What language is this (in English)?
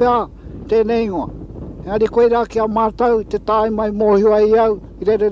Māori